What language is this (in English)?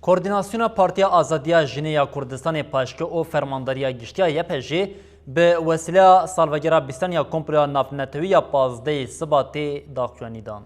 Kurdish